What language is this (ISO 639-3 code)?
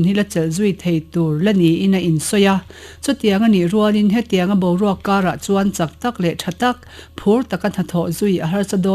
lus